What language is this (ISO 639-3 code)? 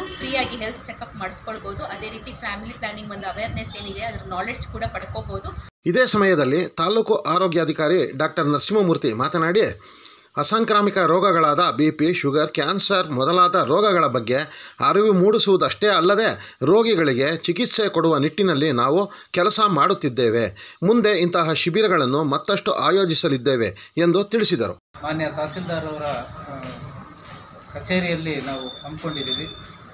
kan